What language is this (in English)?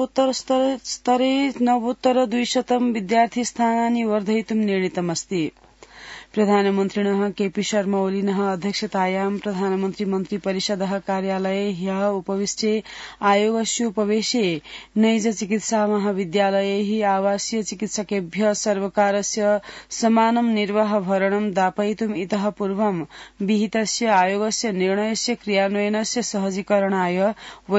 Sanskrit